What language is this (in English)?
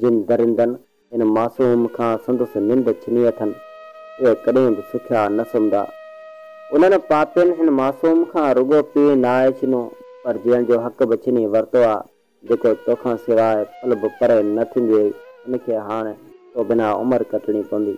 Sindhi